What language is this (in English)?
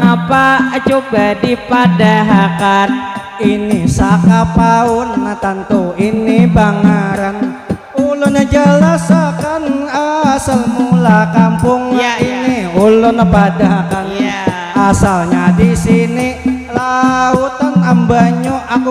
Banjar